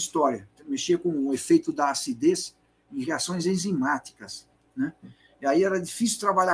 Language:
Portuguese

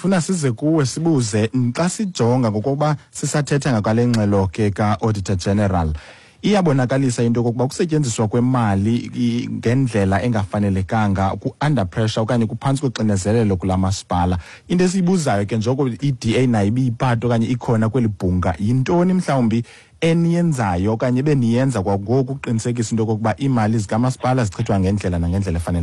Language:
Xhosa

